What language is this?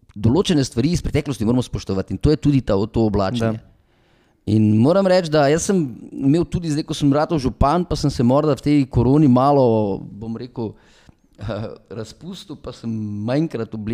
Slovenian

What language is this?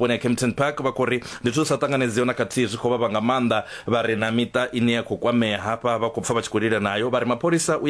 Venda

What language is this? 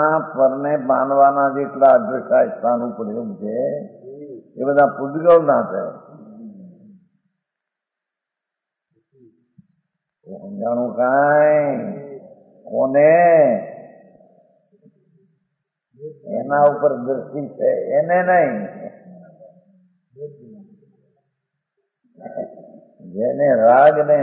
Gujarati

